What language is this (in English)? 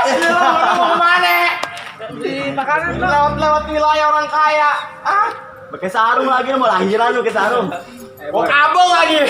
Betawi